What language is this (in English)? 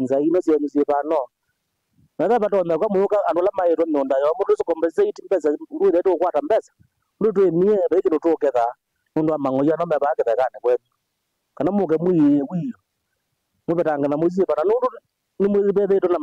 Kamba